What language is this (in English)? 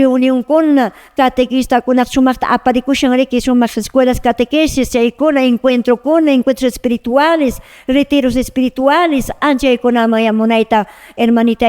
Quechua